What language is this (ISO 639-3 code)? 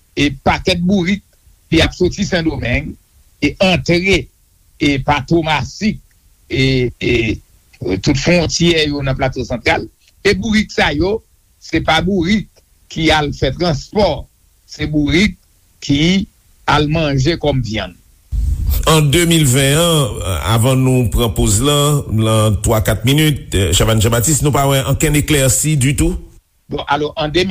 hat